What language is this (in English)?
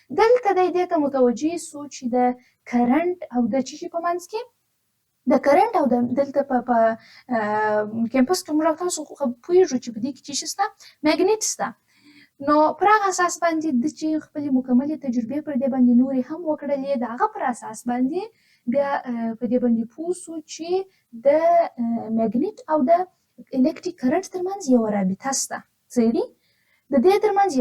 Pashto